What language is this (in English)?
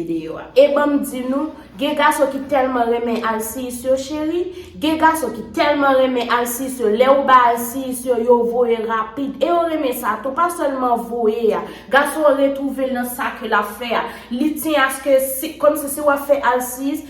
Haitian Creole